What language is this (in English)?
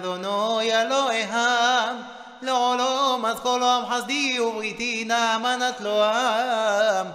Hebrew